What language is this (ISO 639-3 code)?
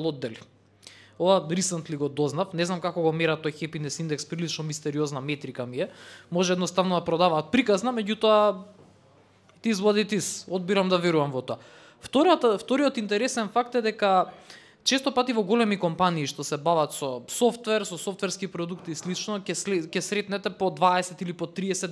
mkd